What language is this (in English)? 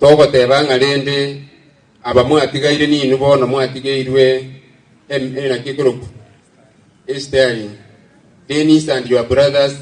Gusii